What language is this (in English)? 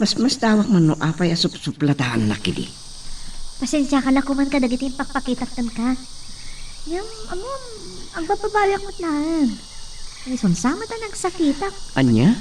Iloko